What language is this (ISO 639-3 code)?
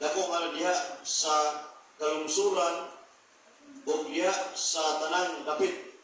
ceb